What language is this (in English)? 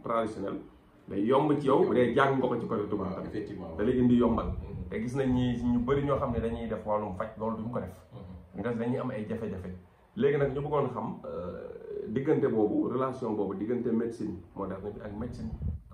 Wolof